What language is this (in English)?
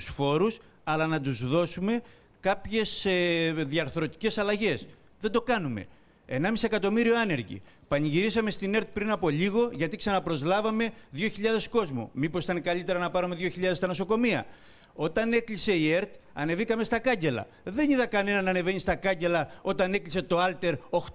Greek